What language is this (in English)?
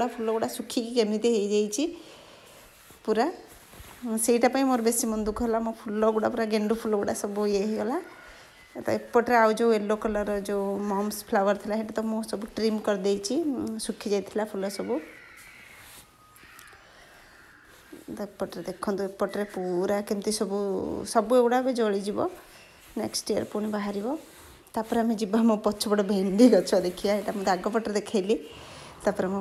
Odia